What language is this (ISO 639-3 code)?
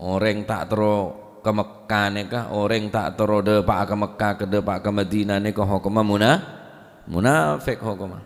mad